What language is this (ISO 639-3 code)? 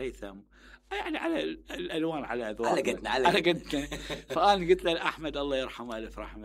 acm